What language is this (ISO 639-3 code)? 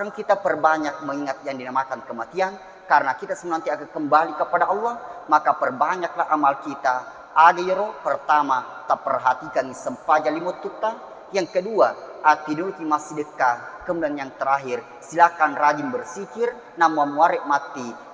bug